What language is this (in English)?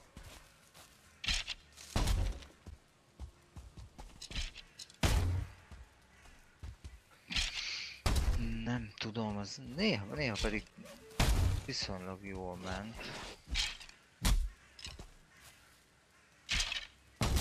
Hungarian